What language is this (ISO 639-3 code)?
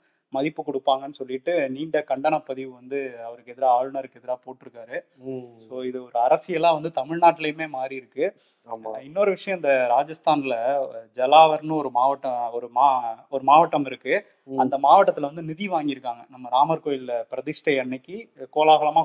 tam